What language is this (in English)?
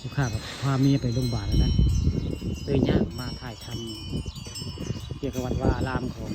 Northeastern Thai